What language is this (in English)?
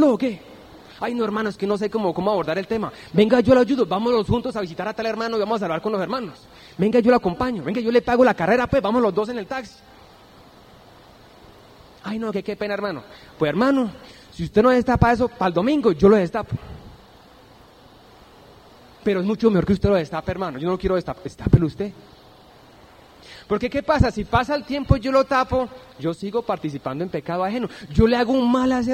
Spanish